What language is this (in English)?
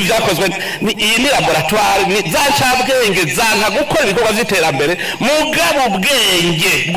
Rundi